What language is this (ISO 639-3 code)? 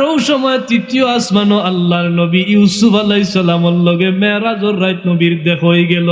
syl